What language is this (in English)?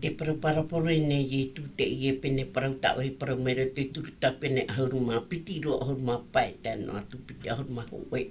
Tahitian